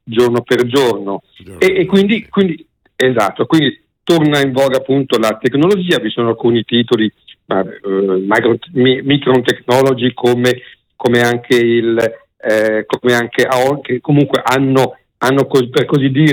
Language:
Italian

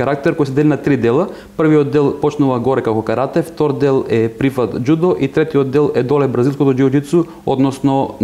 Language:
Macedonian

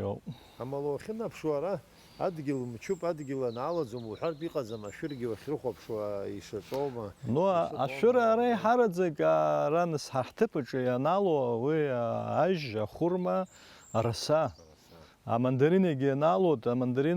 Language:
Abkhazian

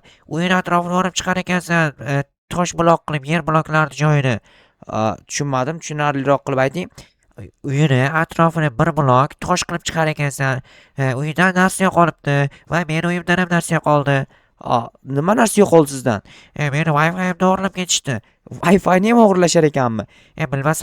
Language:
Uzbek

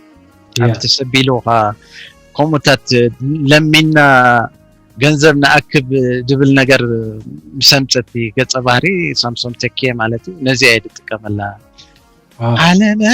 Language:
Tigrinya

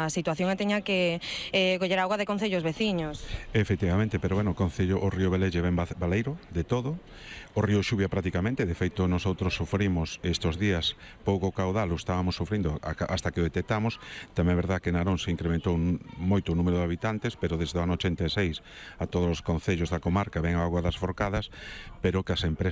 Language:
Galician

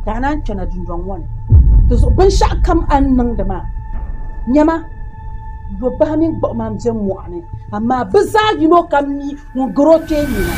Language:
Dagbani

